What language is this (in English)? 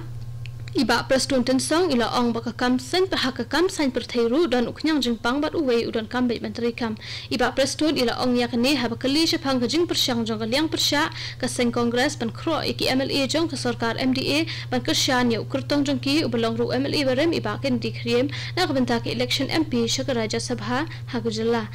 Khasi